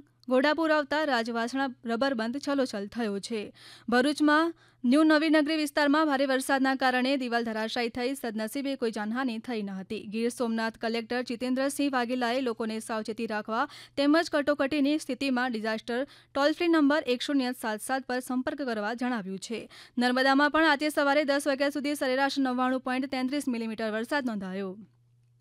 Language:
Gujarati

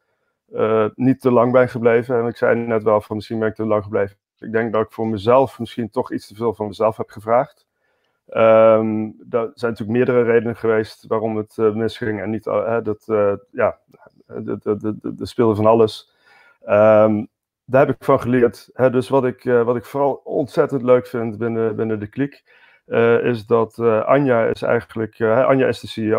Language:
Dutch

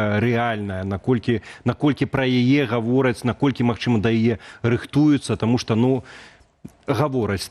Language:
Belarusian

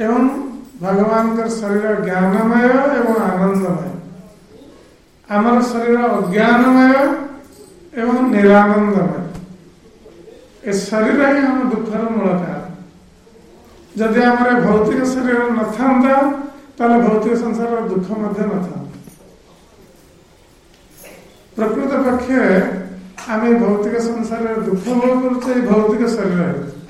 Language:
Odia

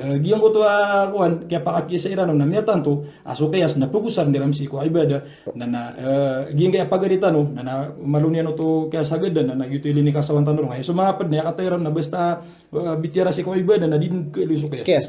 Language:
Maranao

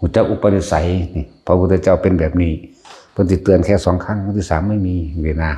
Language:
Northeastern Thai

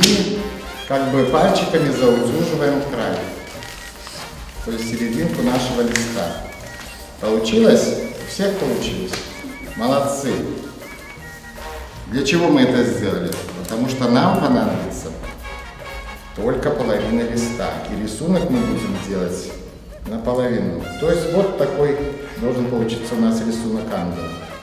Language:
Russian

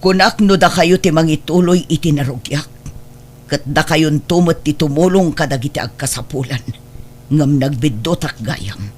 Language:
Iloko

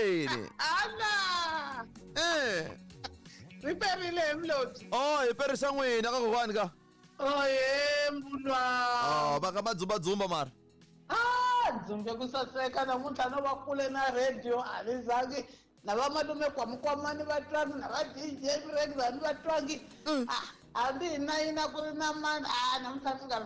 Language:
Tsonga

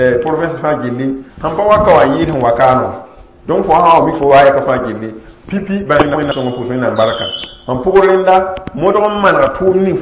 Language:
Mossi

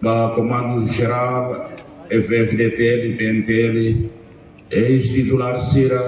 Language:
Tetum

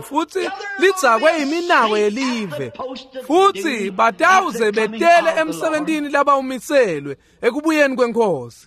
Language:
Swati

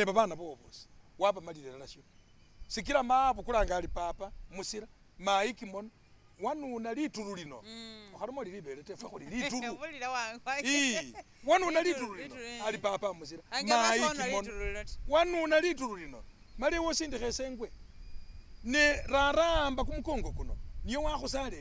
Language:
Masaaba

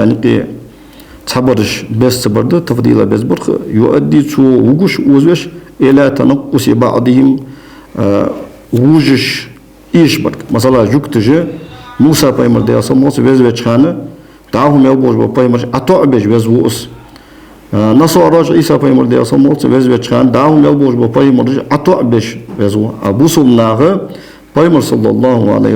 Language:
Ingush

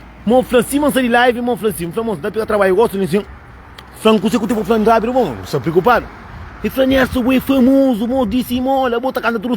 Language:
Kabuverdianu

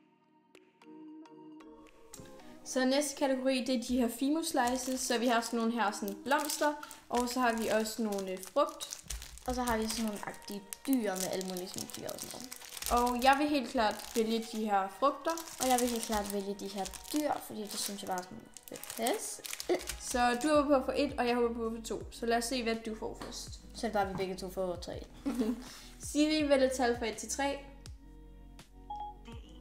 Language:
Danish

